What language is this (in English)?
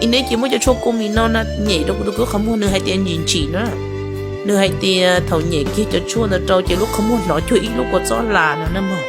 Hmong